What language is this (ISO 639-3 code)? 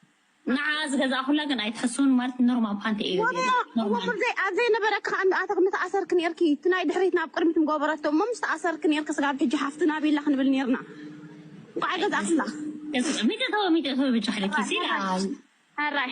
tir